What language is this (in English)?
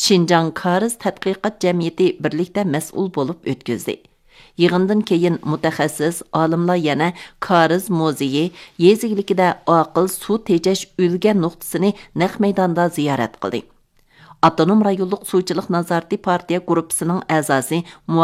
Uyghur